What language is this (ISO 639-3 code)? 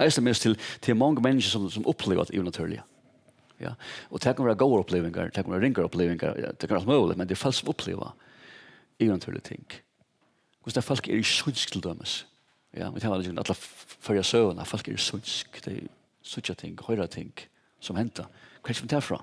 fao